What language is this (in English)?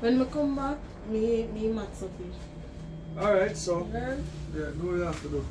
Jamaican Creole English